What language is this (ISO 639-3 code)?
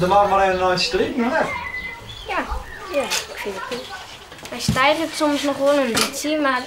fry